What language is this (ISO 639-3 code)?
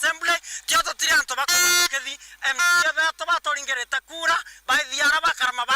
mer